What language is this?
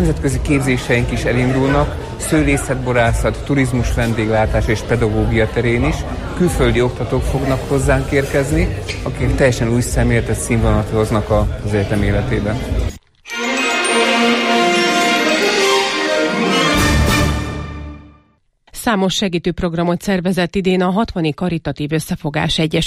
Hungarian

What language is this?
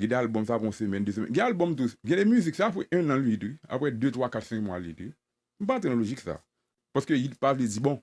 Haitian Creole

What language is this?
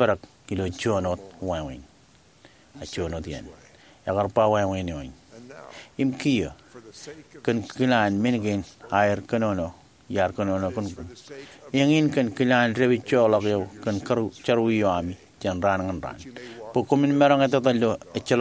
Marshallese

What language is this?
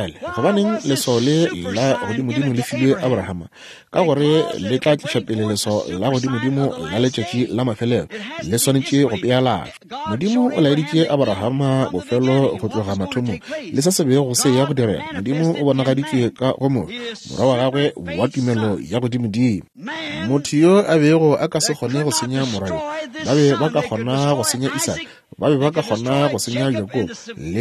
Northern Sotho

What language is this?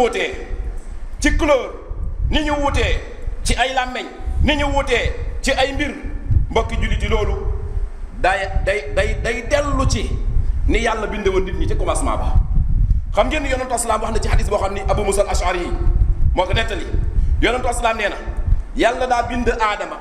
Wolof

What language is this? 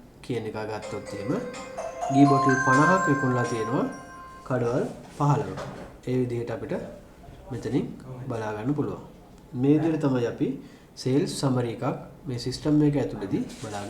Sinhala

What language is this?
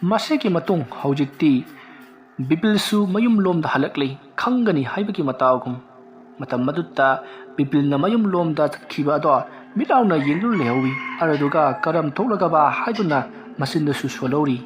Manipuri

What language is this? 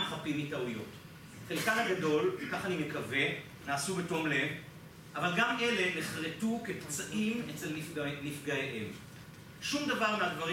Hebrew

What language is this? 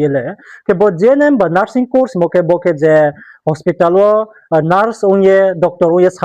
Riang (India)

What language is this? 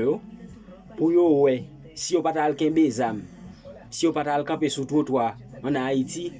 Haitian Creole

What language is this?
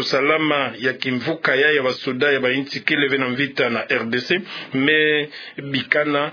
Kituba (Democratic Republic of Congo)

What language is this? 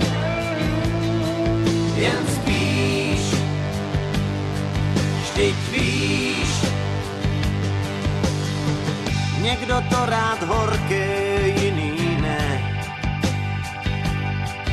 Czech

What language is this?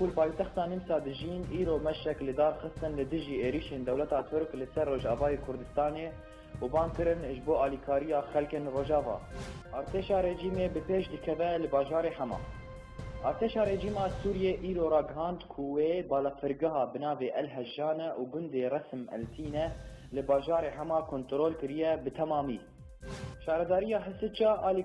Kurdish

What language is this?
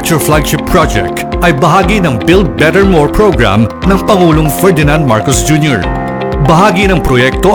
Filipino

